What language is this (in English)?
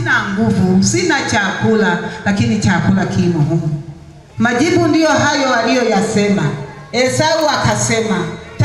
Swahili